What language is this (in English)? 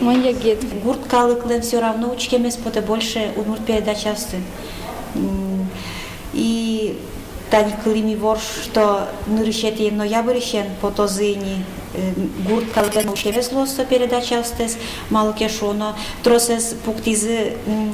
Udmurt